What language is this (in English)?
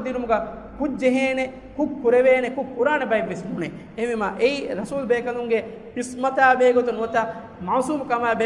Divehi